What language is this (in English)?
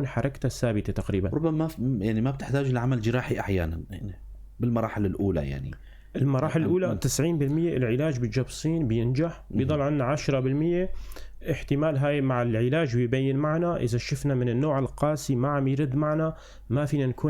North Levantine Arabic